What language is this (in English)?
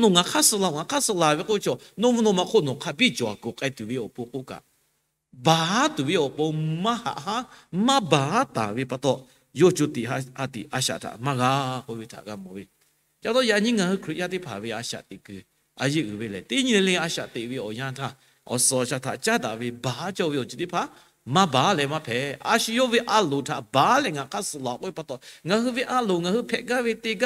Lahu